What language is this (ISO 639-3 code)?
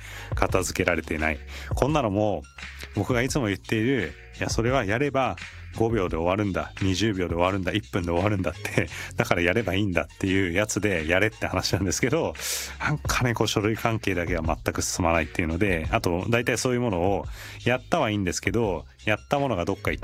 jpn